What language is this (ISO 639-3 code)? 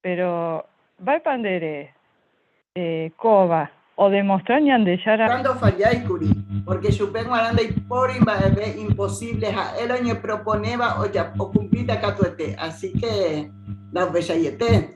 grn